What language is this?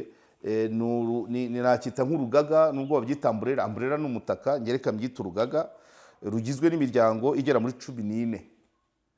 Kinyarwanda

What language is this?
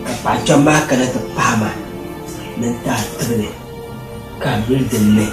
Dagbani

